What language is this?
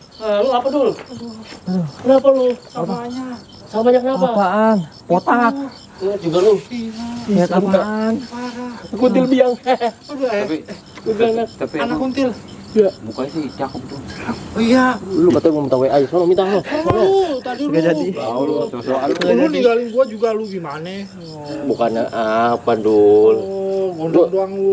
Betawi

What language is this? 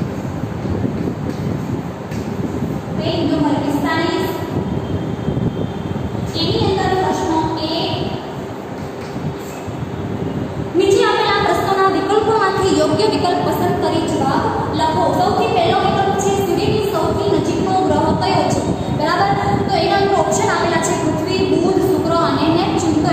Gujarati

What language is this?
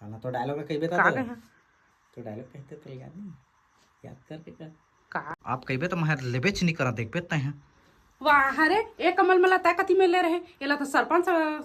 Chhattisgarhi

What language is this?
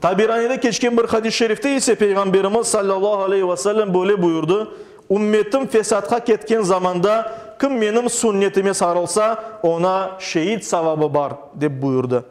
Crimean Tatar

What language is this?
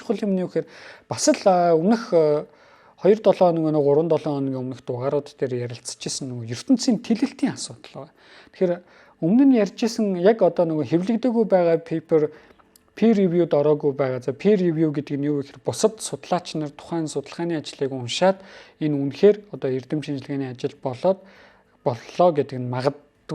Mongolian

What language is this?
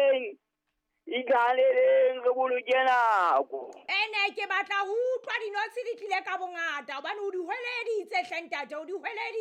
Southern Sotho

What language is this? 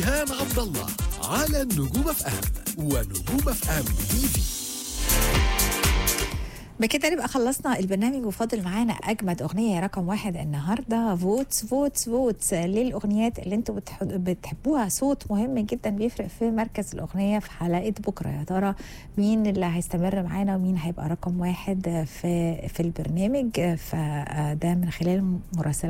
Egyptian Arabic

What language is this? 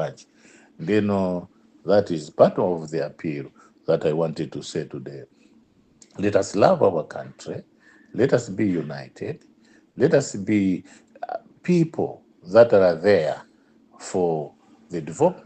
Nyanja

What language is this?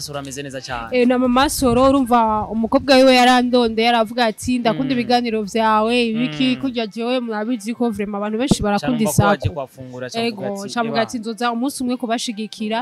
Rundi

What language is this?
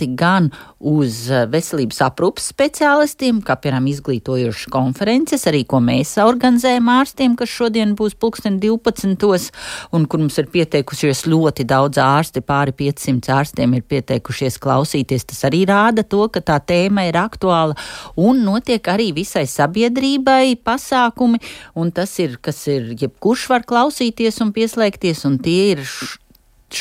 Latvian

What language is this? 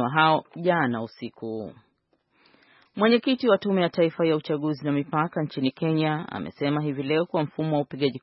Swahili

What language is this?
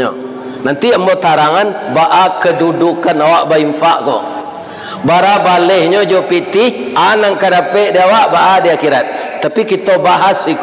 Minangkabau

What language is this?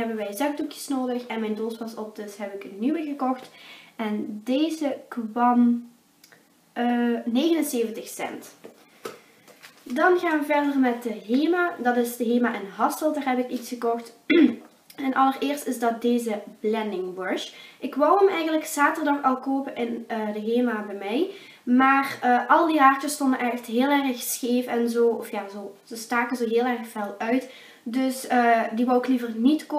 Dutch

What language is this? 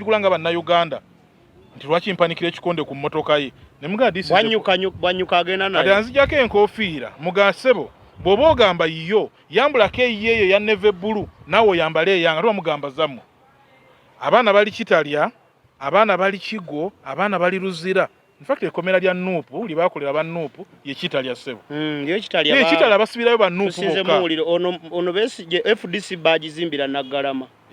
Ganda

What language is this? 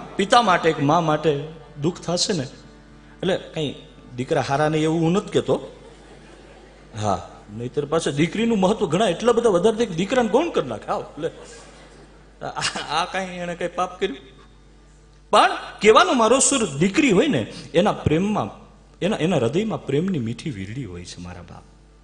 Gujarati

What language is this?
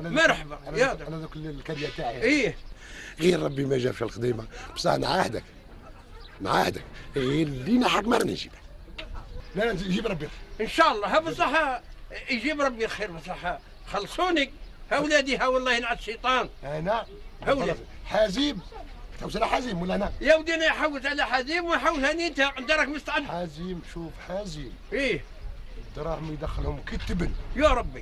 Algerian Arabic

